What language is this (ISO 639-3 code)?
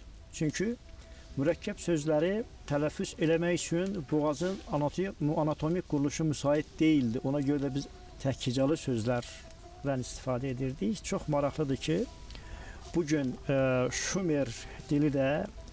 aze